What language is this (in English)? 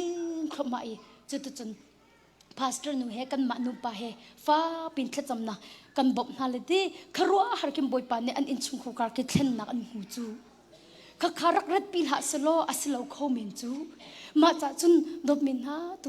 Hakha Chin